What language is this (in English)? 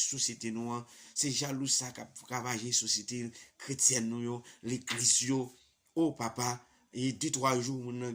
Haitian Creole